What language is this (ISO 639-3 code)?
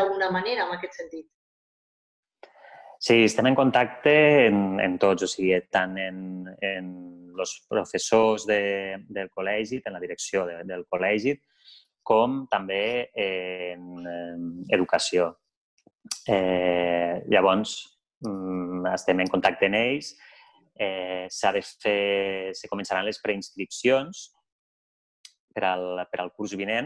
cat